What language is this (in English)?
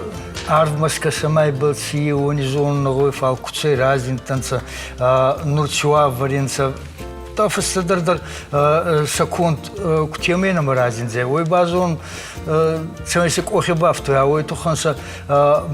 Ossetic